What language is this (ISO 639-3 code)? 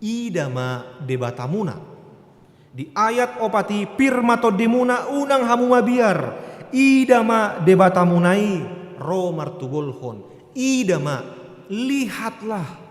bbc